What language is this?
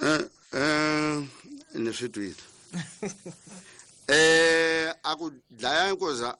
Tsonga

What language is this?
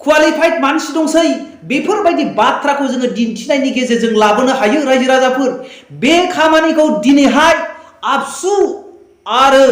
Bodo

